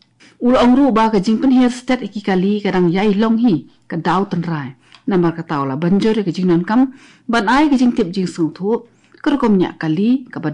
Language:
Khasi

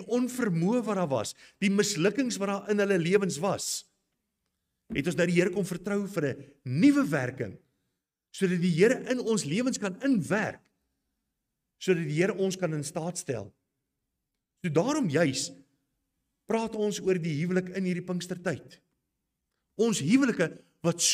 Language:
Afrikaans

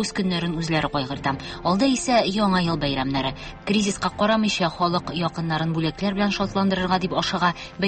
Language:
Tatar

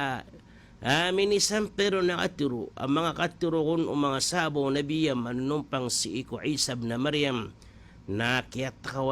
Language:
Maranao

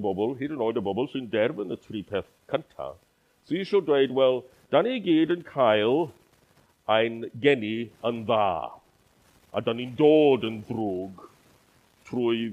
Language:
Welsh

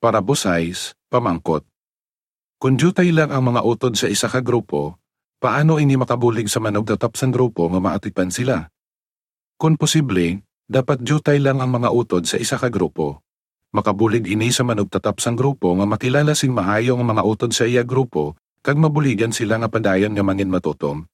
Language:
Hiligaynon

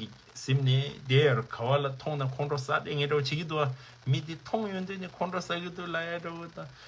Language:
Tibetan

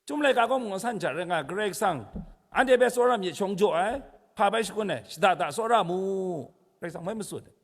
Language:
Kachin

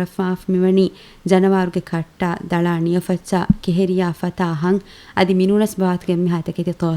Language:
Divehi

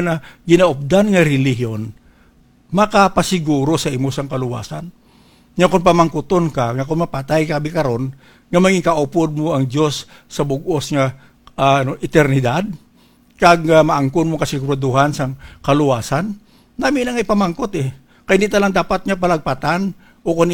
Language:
Hiligaynon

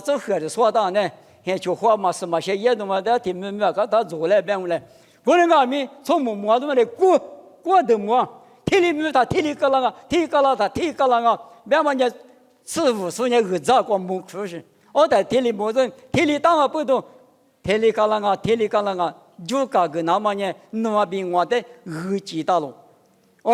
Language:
Lisu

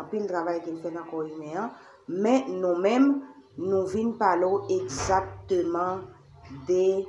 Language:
Haitian Creole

